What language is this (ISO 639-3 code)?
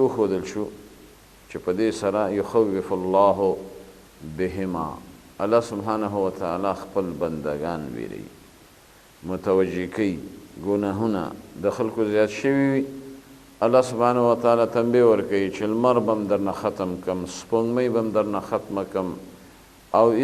pus